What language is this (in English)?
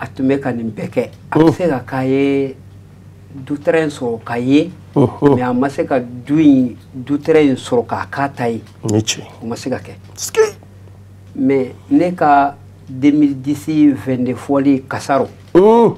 Bambara